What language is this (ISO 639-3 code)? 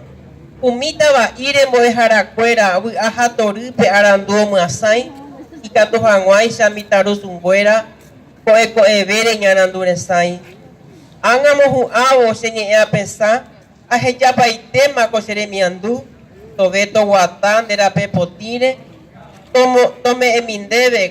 grn